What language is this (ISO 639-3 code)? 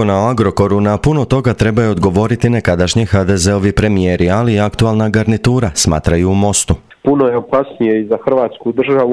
hrv